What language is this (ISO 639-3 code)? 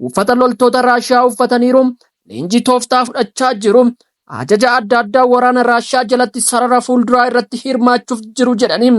orm